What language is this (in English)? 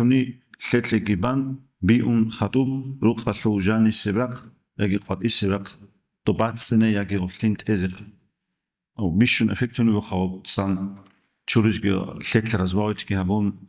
Avaric